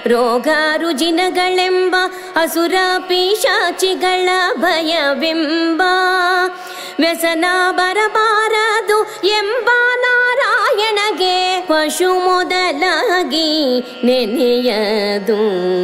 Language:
Kannada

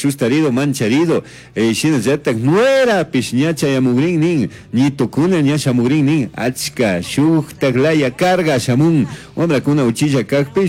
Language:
Chimborazo Highland Quichua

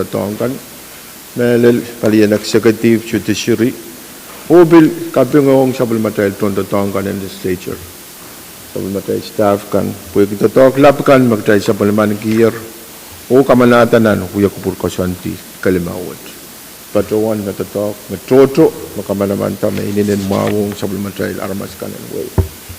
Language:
Pohnpeian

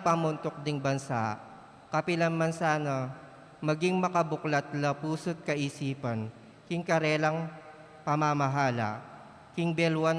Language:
Pampanga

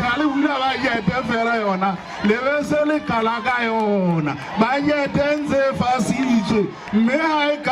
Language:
Southern Sotho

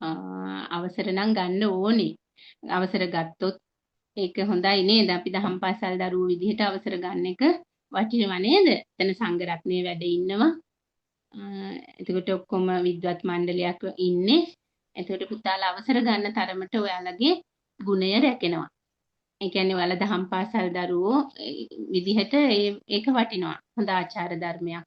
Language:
Sinhala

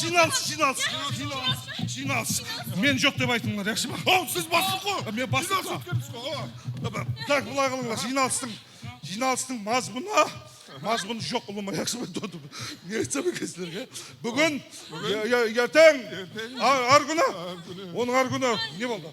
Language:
Kara-Kalpak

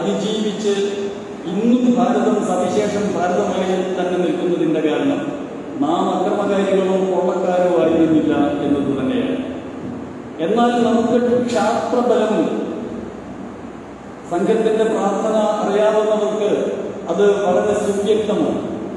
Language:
Malayalam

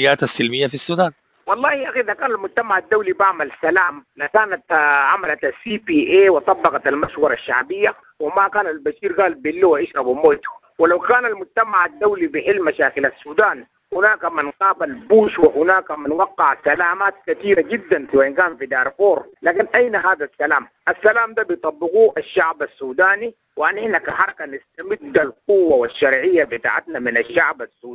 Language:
Sudanese Arabic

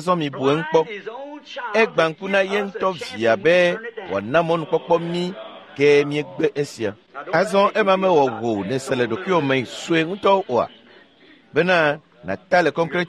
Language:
Ewe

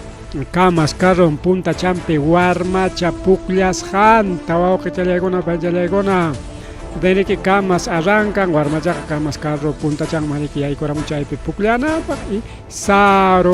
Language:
Ayacucho Quechua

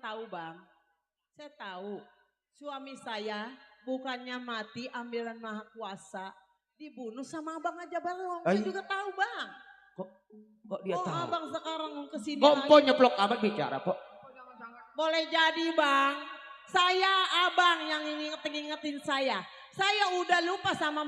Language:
Betawi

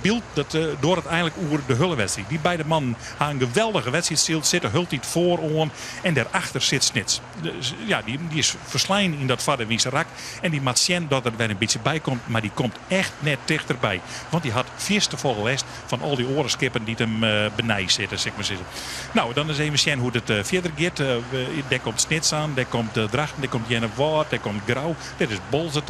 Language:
Western Frisian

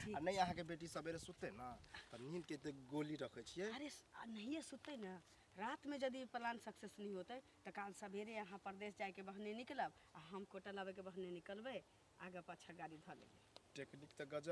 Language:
Maithili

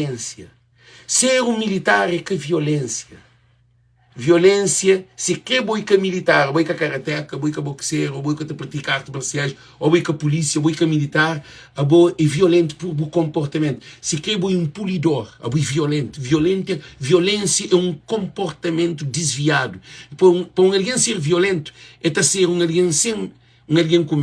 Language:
Kabuverdianu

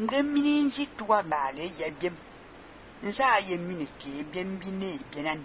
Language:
Fang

